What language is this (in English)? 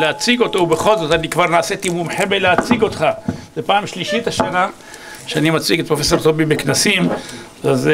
Hebrew